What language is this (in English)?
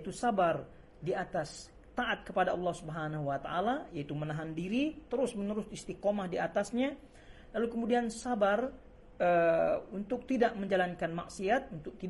Indonesian